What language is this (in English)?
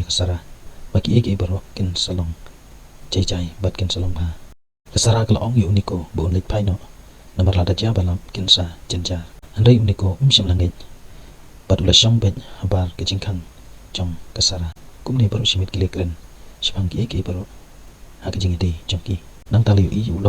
Khasi